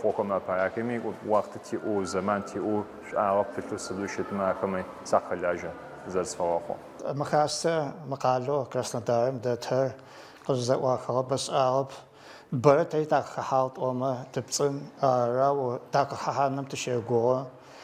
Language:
Adyghe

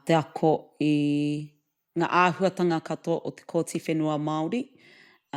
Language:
Māori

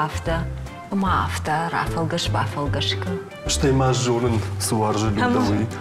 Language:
Ossetic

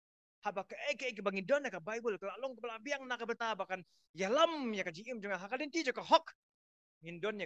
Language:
Khasi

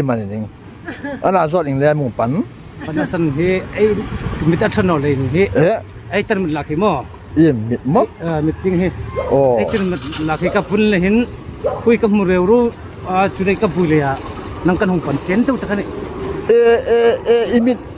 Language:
Hmar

